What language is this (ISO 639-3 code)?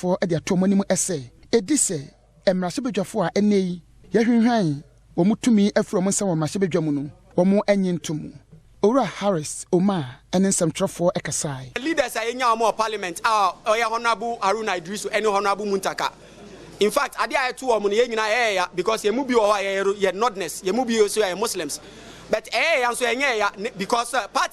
aka